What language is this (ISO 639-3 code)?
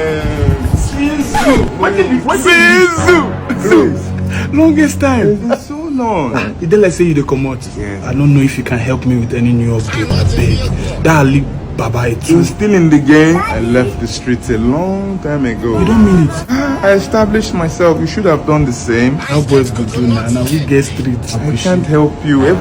pcm